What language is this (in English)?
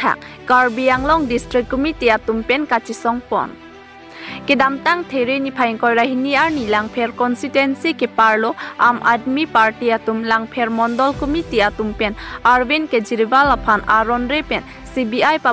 Karbi